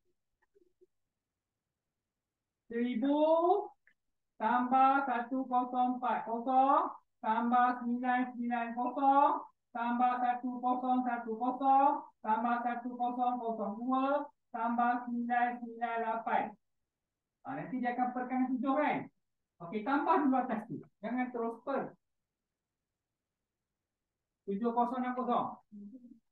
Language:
Malay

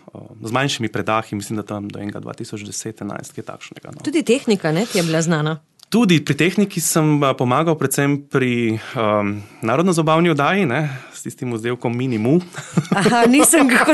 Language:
Slovenian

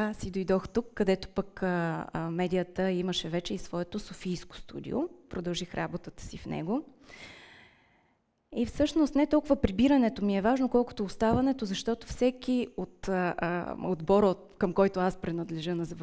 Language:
Bulgarian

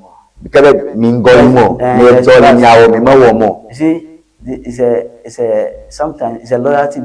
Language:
Ewe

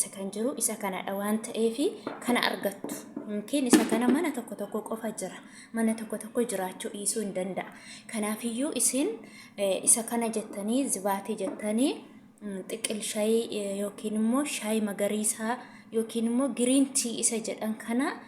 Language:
Oromo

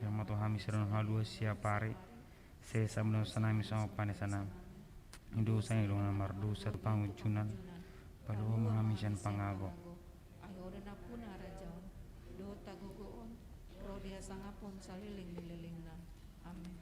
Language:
Batak Toba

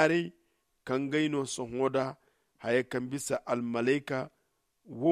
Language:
Zarma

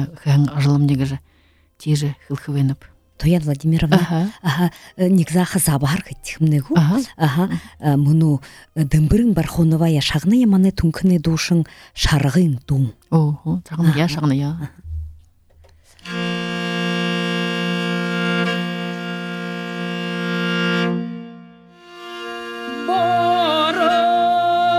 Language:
Buriat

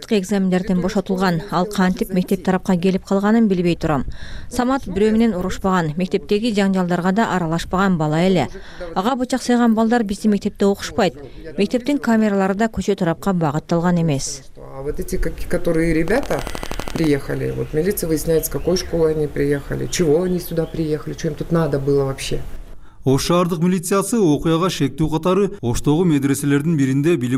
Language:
Kyrgyz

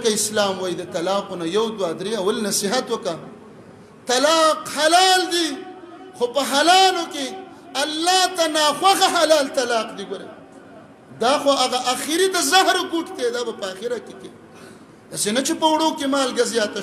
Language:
Pashto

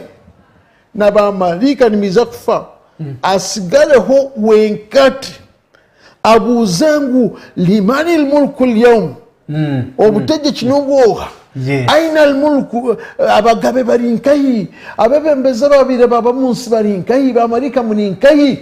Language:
Nyankole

